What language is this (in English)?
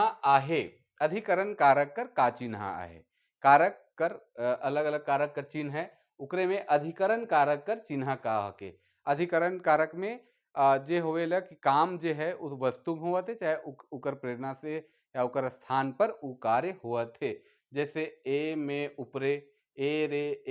Sadri